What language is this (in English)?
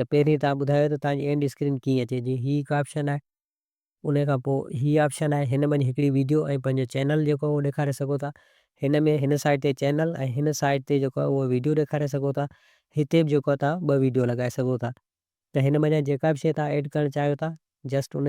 Sindhi